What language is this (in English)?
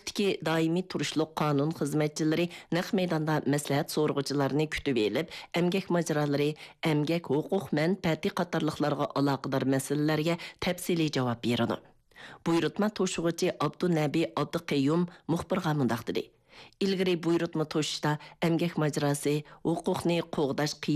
Uyghur